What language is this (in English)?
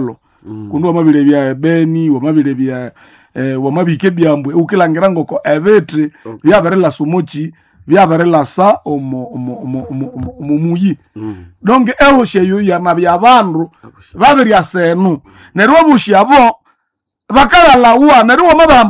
Nande